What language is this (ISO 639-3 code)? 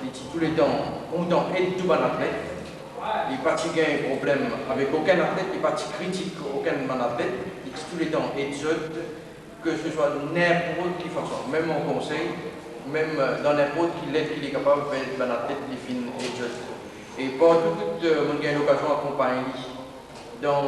mfe